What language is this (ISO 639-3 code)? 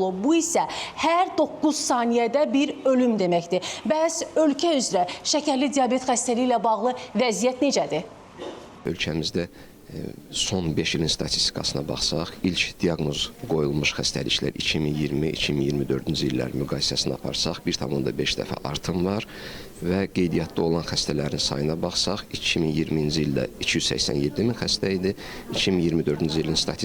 aze